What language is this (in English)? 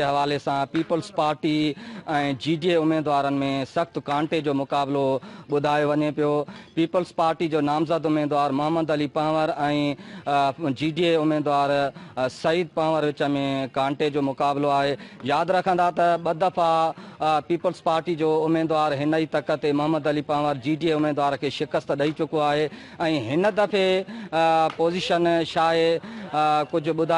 Sindhi